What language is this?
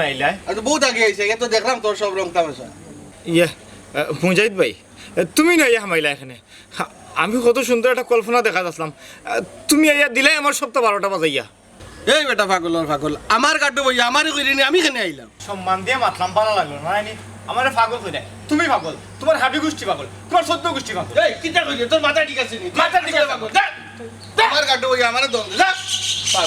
Sylheti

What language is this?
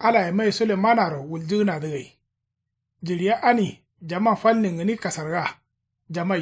Kanuri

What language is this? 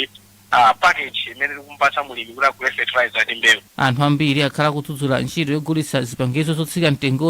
Nyanja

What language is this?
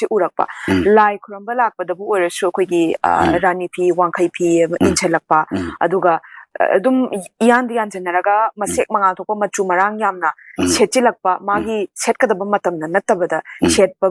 Manipuri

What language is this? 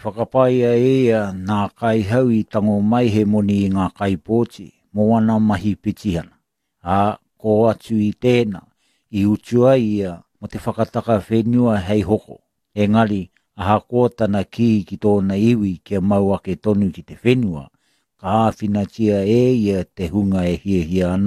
Māori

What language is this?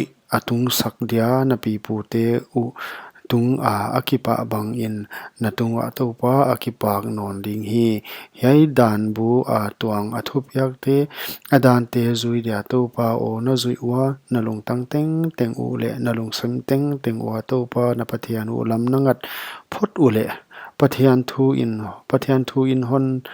Paite Chin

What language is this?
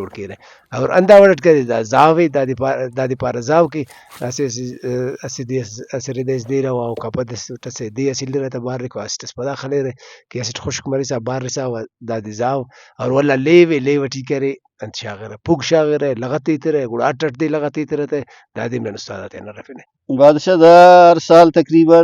Brahui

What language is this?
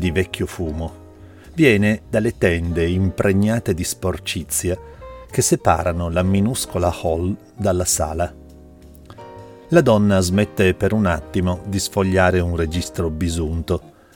Italian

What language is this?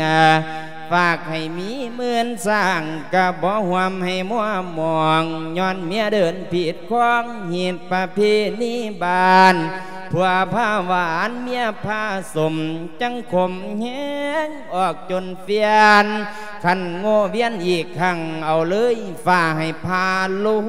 Lao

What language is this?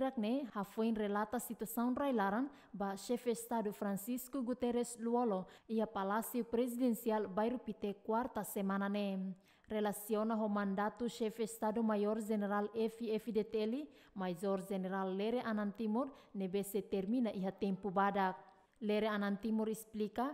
Tetum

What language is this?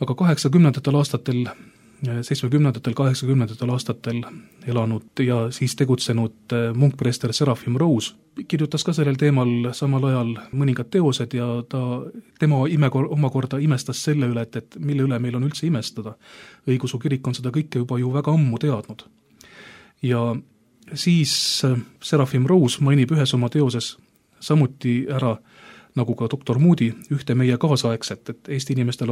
Estonian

